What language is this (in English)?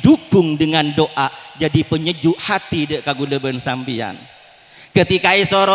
Madurese